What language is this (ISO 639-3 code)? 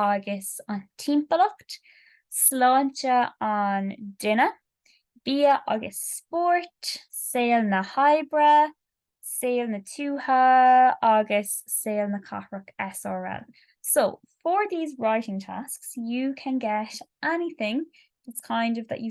gle